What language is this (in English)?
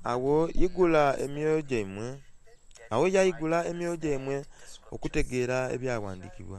Soga